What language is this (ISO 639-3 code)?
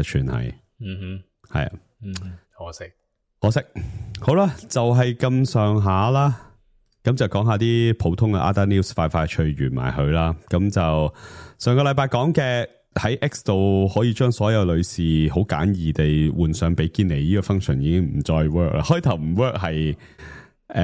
yue